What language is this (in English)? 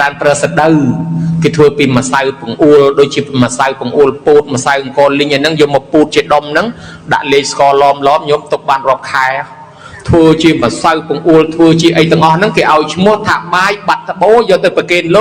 Khmer